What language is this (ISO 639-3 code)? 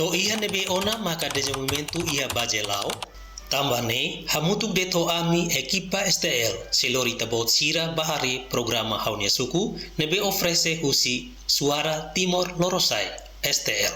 tet